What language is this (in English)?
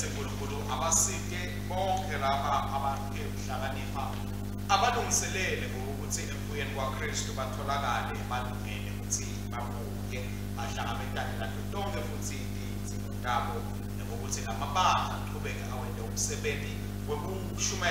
Swati